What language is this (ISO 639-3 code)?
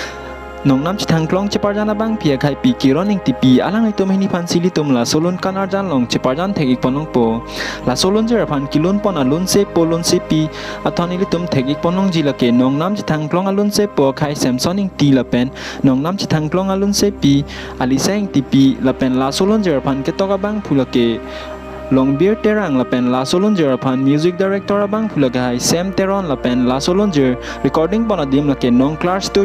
mjw